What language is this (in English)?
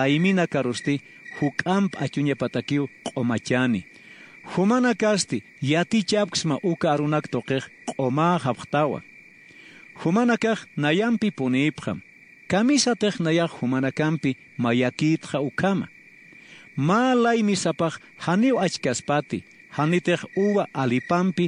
Aymara